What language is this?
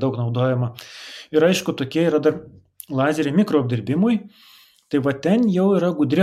Lithuanian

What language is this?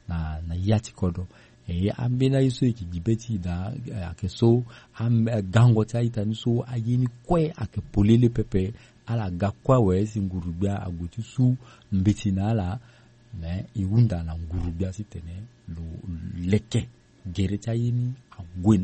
Sango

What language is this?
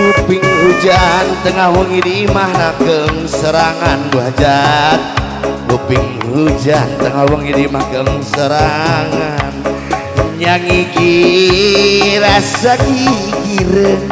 Sundanese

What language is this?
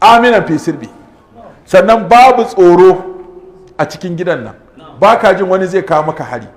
Hausa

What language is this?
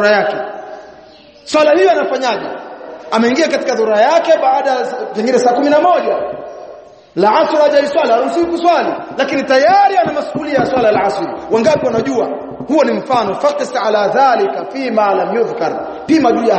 Swahili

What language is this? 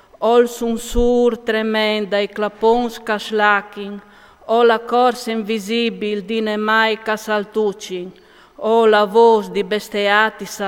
Friulian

